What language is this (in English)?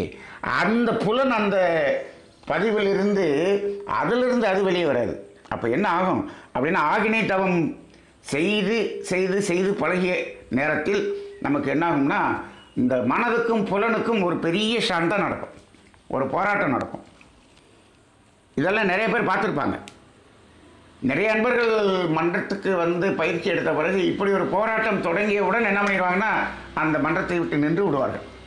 Tamil